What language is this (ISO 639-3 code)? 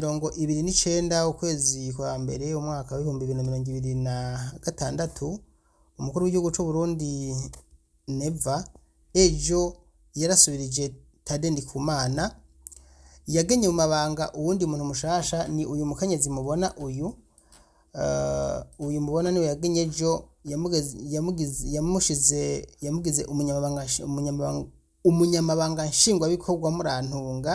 run